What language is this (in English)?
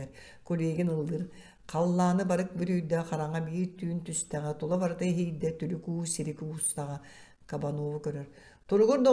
Yakut